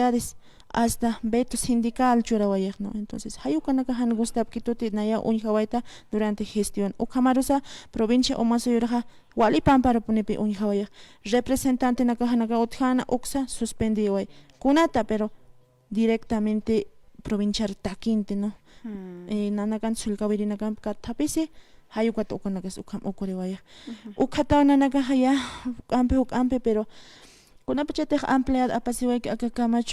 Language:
Aymara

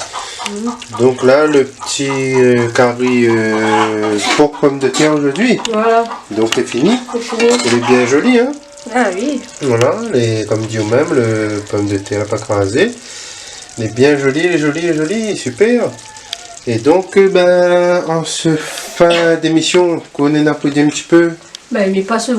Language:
Réunion Creole French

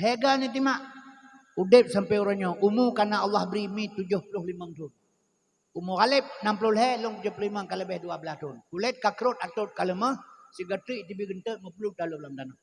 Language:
Achinese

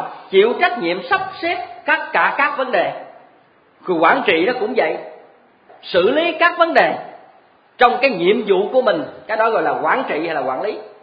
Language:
Vietnamese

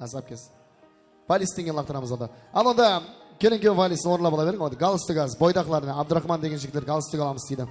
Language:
Kara-Kalpak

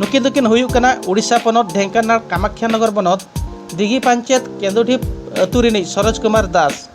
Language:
Santali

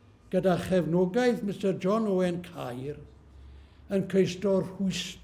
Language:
Welsh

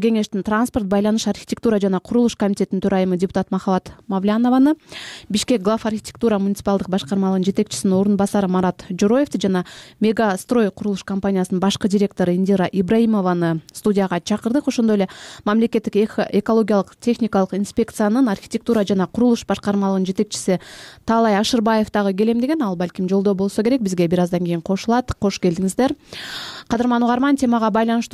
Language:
Kyrgyz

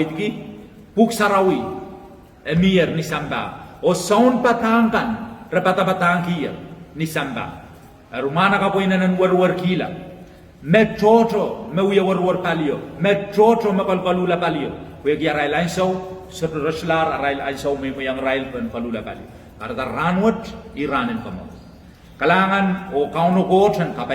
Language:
Pohnpeian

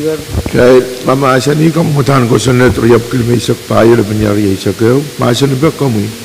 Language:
Pohnpeian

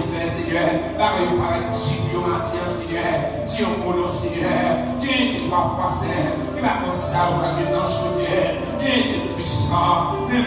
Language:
Haitian Creole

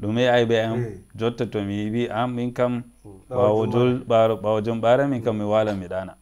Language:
Nigerian Fulfulde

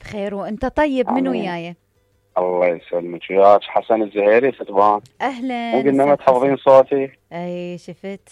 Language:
Mesopotamian Arabic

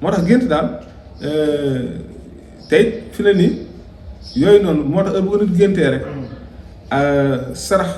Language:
Wolof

